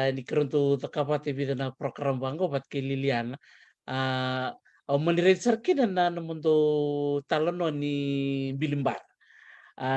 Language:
Fijian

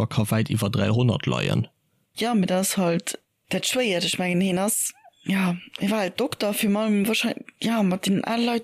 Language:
Luxembourgish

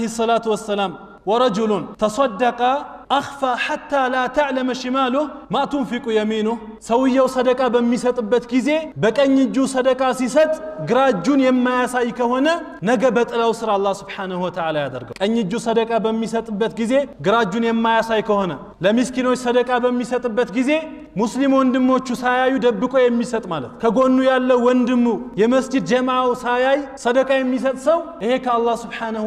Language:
Amharic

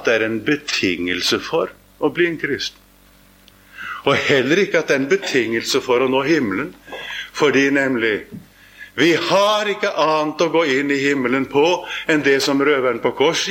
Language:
Norwegian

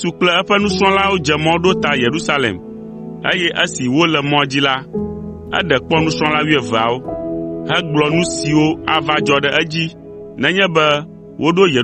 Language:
Ewe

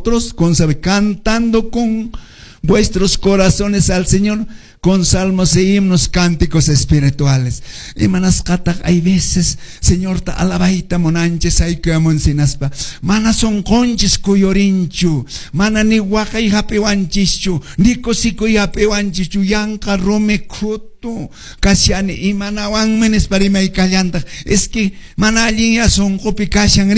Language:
Quechua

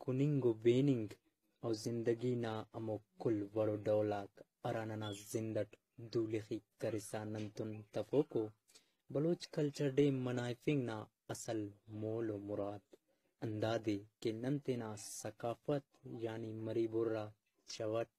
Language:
Brahui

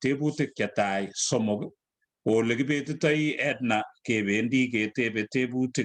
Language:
Kalenjin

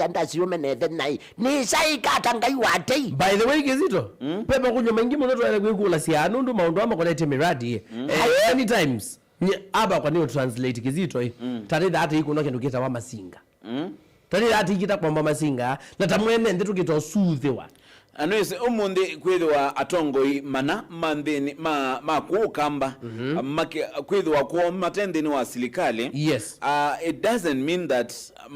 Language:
Kamba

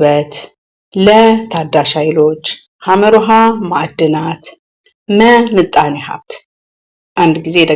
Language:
Amharic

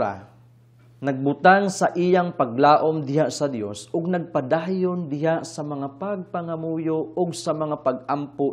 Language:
Cebuano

